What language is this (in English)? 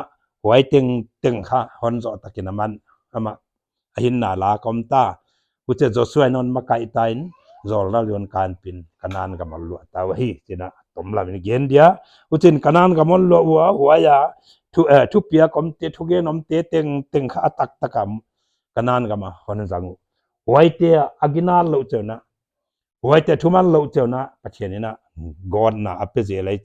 Paite Chin